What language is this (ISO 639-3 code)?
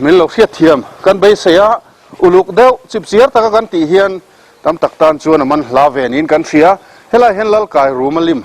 lus